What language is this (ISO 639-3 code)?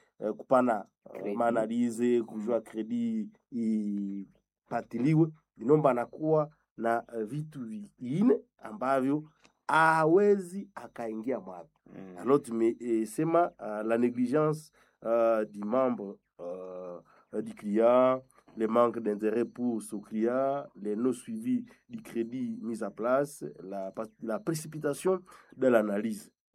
swa